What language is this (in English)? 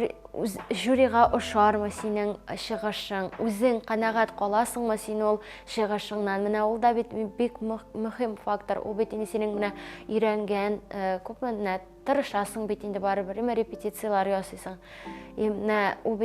Tatar